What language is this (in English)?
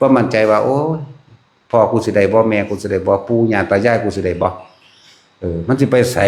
Northeastern Thai